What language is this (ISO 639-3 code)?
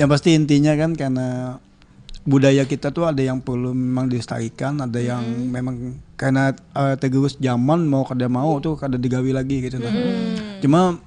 bjn